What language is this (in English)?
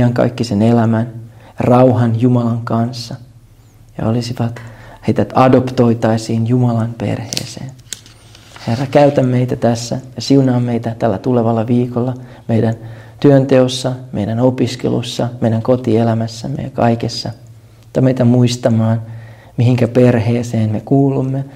Finnish